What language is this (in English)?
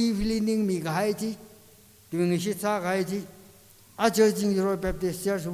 Tangkhul Naga (India)